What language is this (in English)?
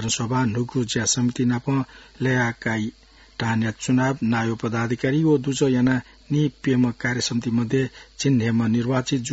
Newari